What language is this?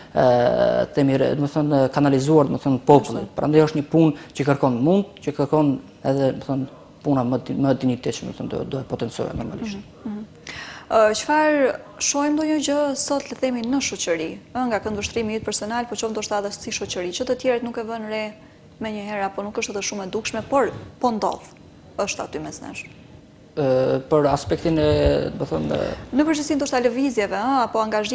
Albanian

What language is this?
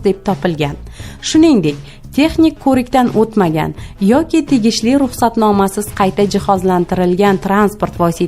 Uzbek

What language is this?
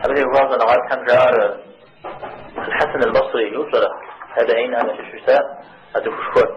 Kabardian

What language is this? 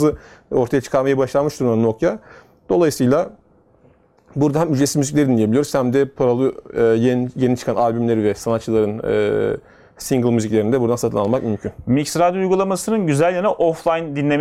Turkish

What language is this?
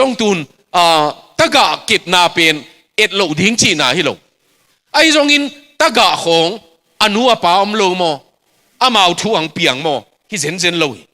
Tedim Chin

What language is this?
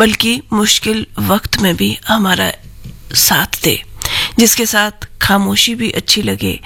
Hindi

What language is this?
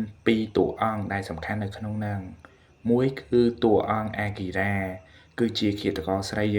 Khmer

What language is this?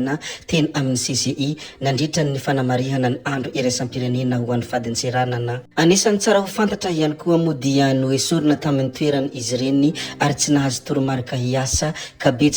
Malagasy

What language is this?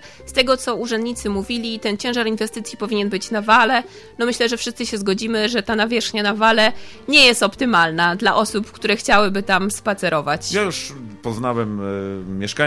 Polish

